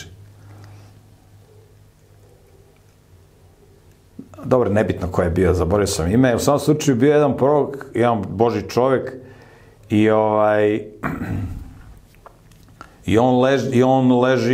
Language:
Serbian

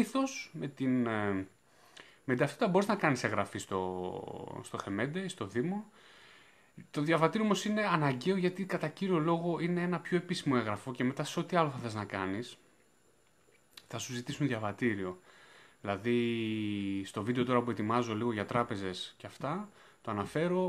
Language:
Greek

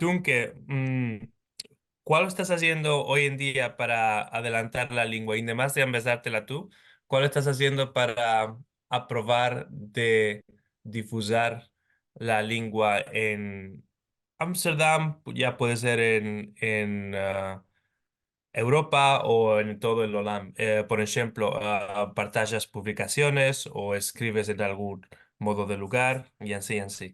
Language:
Ladino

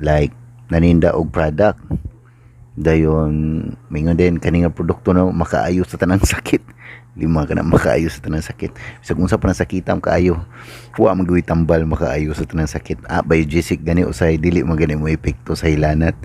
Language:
Cebuano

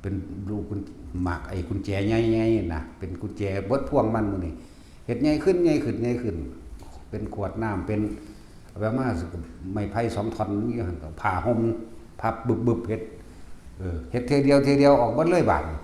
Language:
Northeastern Thai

